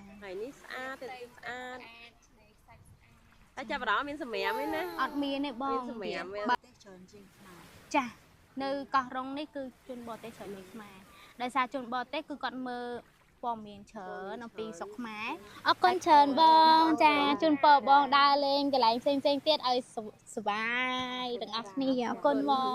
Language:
Khmer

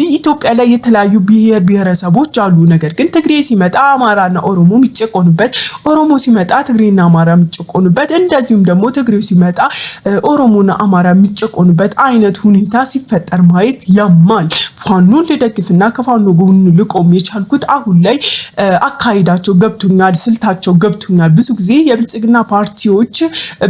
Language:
Amharic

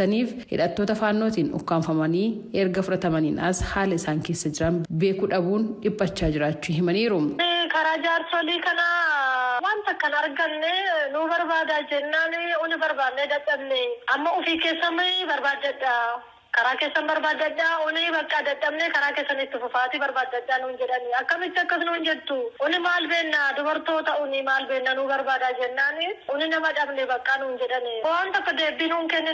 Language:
Oromo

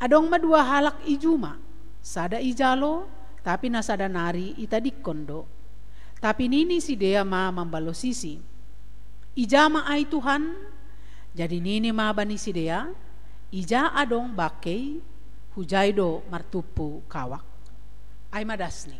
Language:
Batak Simalungun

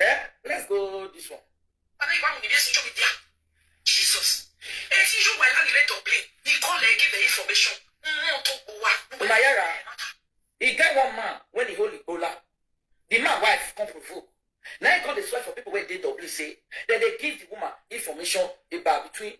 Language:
Nigerian Pidgin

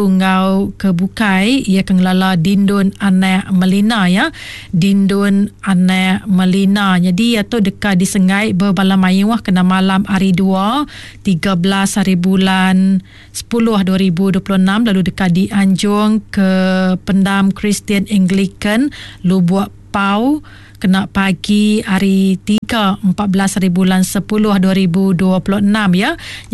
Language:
Iban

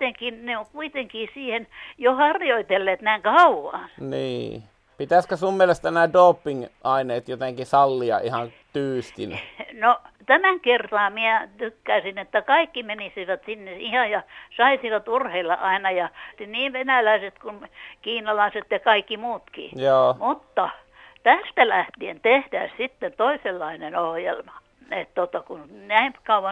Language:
Finnish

